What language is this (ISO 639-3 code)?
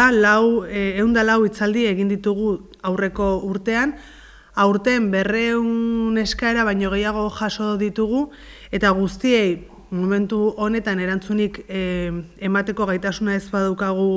eus